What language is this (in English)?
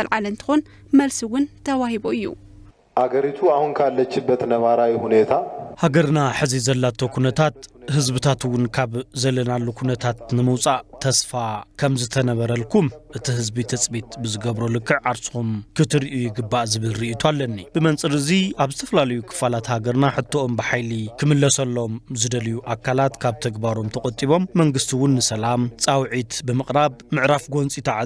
Tigrinya